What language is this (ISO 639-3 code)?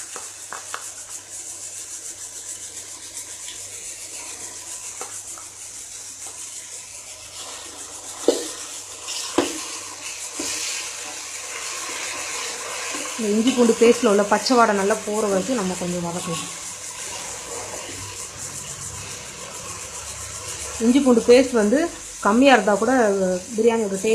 tam